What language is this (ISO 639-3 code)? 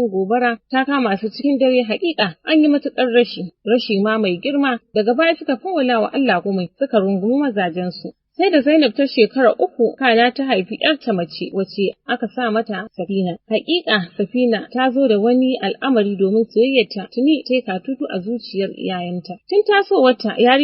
hau